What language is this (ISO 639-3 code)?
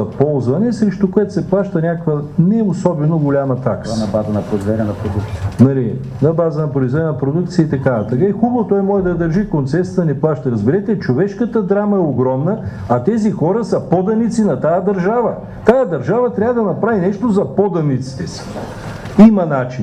bul